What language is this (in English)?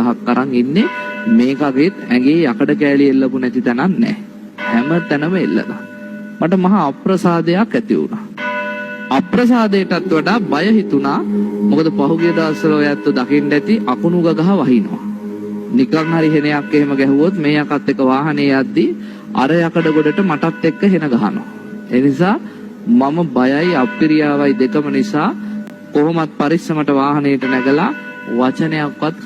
Sinhala